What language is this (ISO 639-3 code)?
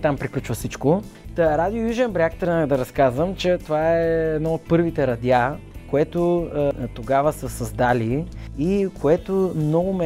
bul